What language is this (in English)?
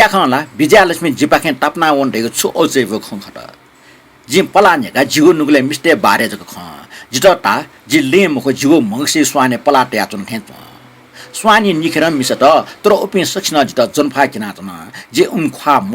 Newari